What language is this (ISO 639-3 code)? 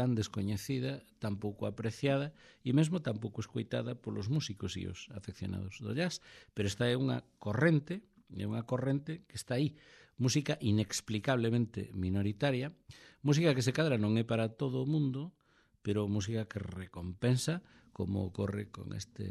glg